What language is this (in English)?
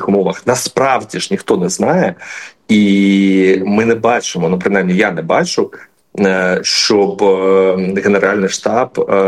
Ukrainian